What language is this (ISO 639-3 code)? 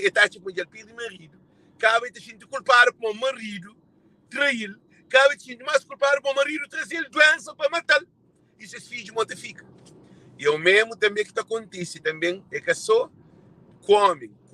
kea